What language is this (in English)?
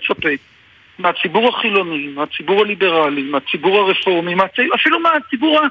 Hebrew